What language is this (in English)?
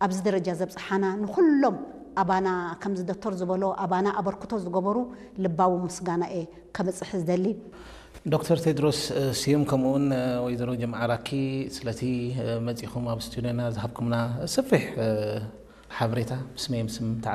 Tigrinya